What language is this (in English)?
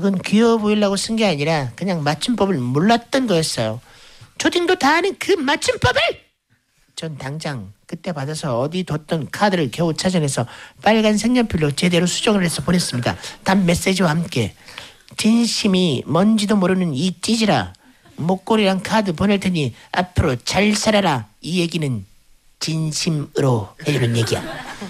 Korean